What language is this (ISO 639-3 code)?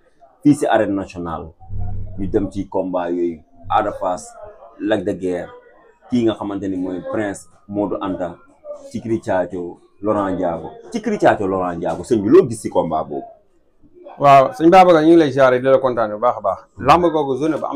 wol